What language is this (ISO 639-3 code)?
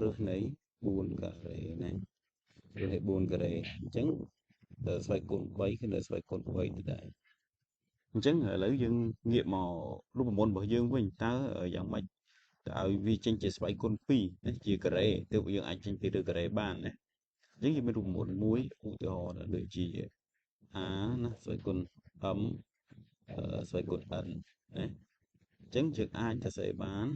khm